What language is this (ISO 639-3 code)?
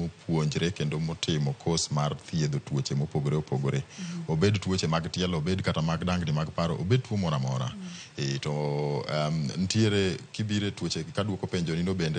luo